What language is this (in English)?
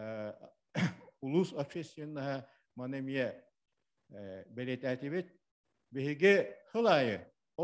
Yakut